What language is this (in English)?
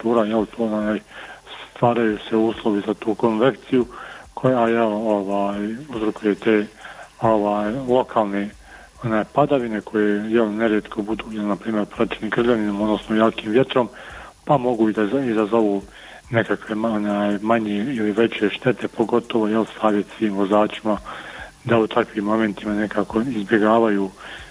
Bosnian